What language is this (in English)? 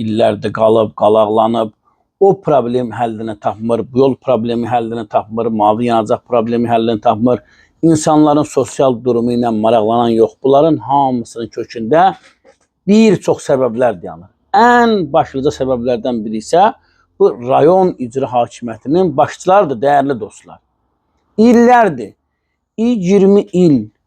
Azerbaijani